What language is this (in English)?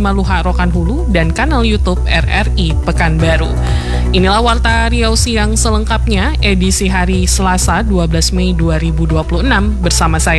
Indonesian